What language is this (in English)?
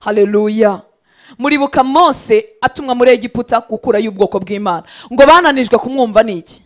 Kinyarwanda